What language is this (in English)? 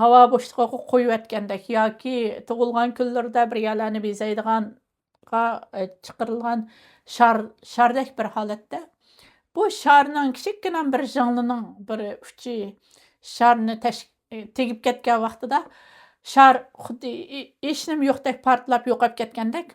Uyghur